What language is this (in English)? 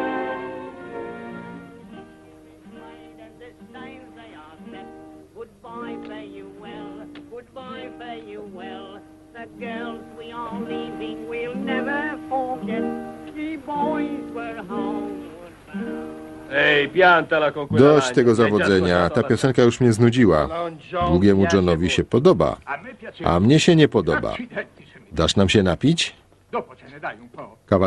Polish